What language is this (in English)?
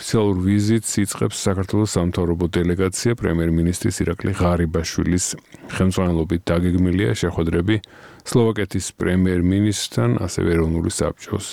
Georgian